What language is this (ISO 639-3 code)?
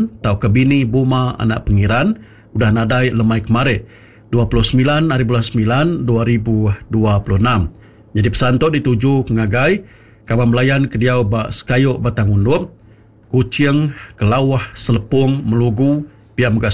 iba